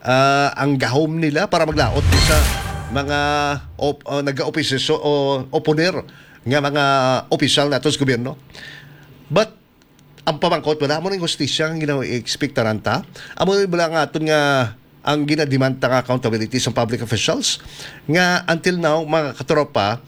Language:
Hiligaynon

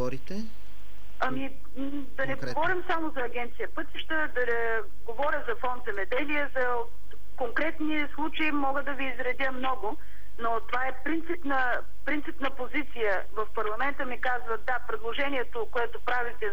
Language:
Bulgarian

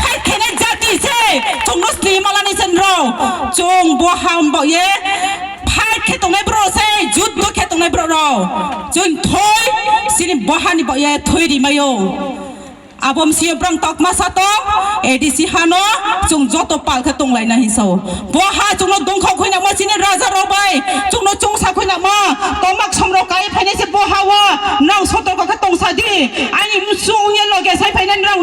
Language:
Riang (India)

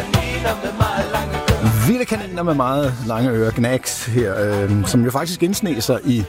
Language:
Danish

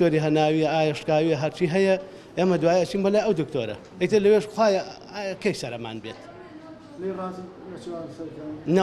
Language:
Central Kurdish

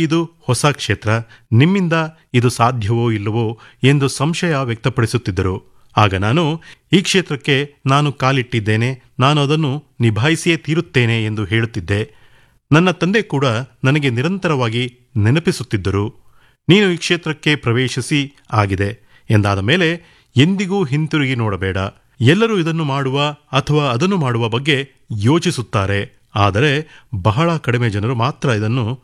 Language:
Kannada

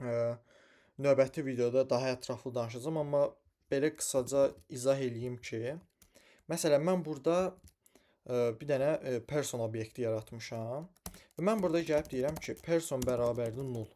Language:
Azerbaijani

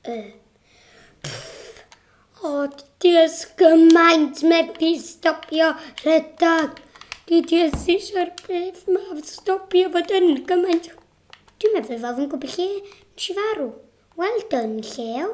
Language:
Welsh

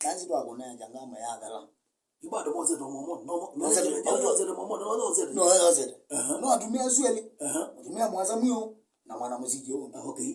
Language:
Kamba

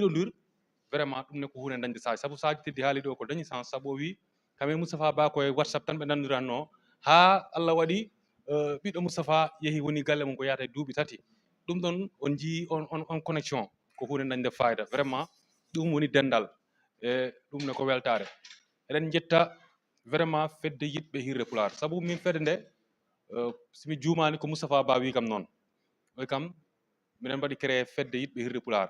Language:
Fula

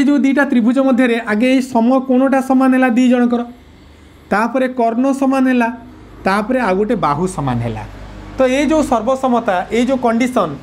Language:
Odia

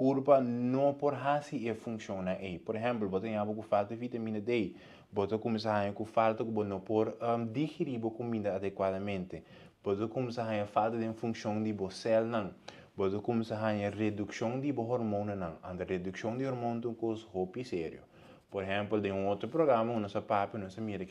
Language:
Papiamento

